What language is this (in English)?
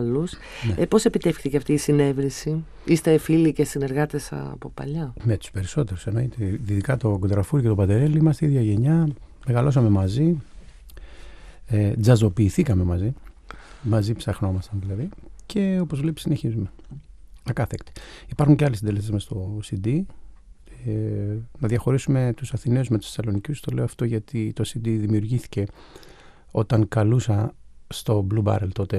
Greek